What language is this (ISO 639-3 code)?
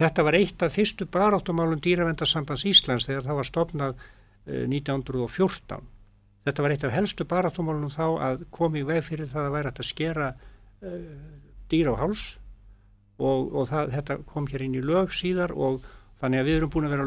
isl